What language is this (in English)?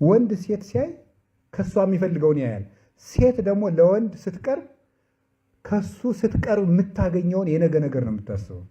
Amharic